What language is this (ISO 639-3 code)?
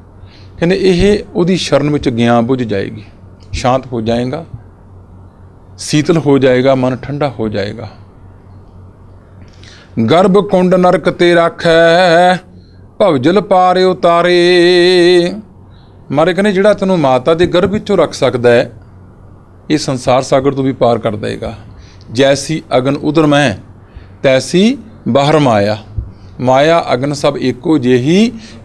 pan